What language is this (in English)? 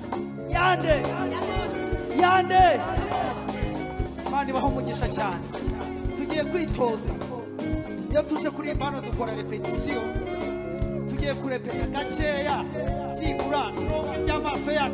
Kinyarwanda